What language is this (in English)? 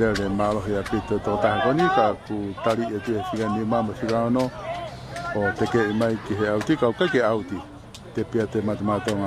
Tongan